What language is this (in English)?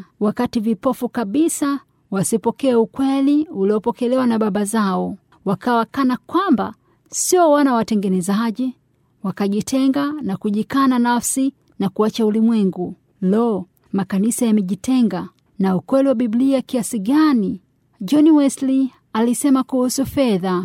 Swahili